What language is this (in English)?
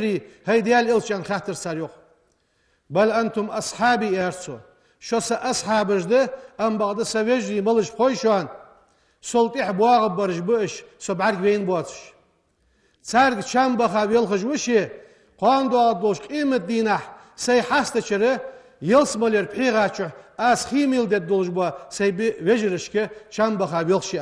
Ingush